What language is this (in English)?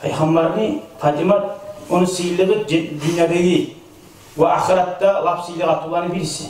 Kumyk